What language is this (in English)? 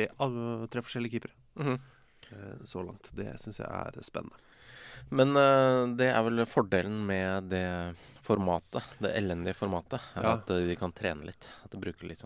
Norwegian